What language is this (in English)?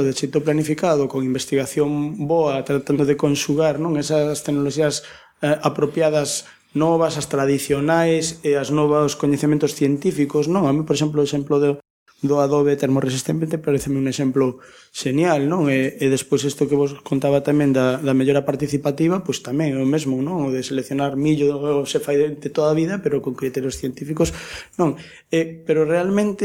Galician